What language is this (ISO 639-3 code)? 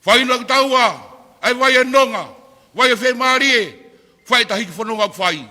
ton